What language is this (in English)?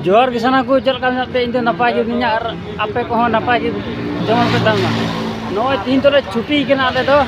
Santali